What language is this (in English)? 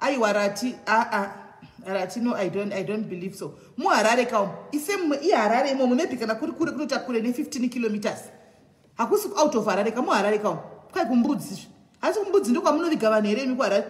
Shona